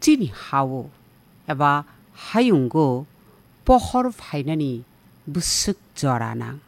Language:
Kok Borok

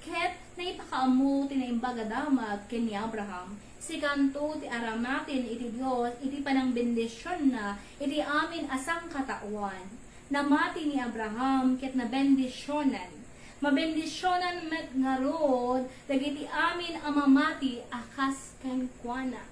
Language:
Iloko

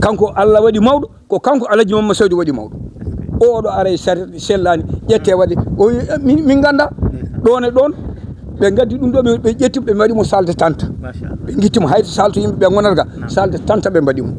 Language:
Fula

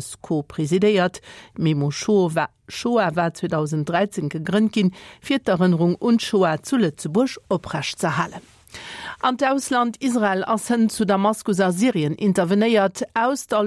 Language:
Luxembourgish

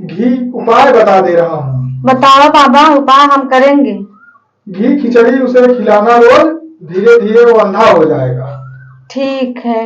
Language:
Awadhi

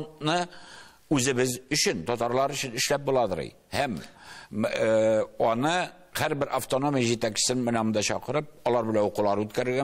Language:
Tatar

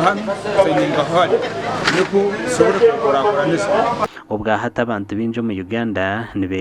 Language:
Nyankole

